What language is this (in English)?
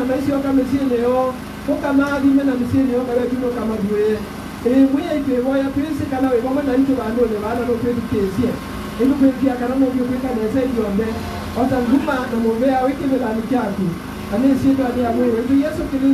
Kamba